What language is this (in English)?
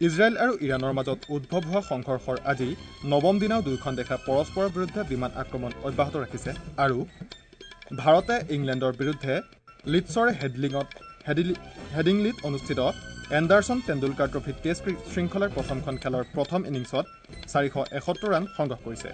Assamese